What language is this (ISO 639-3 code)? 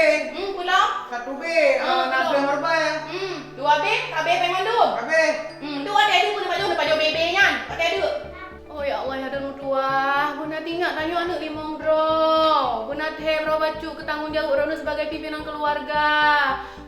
ace